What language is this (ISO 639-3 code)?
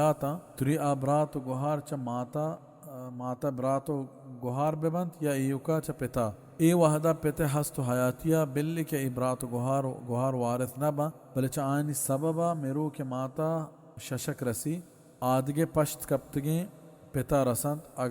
bal